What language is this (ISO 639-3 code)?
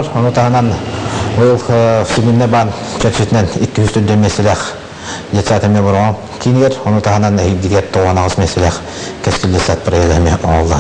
sah